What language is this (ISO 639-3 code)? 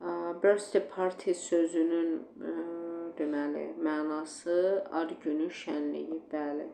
aze